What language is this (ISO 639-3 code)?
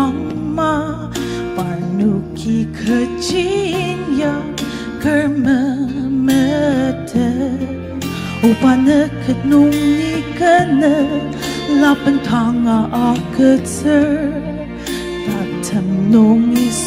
njo